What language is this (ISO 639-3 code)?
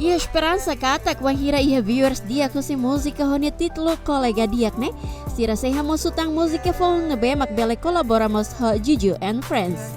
tet